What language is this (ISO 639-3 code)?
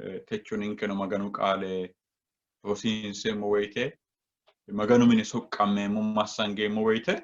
sid